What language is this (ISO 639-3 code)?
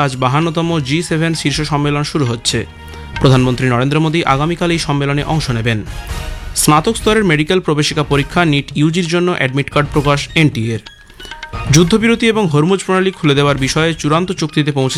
ben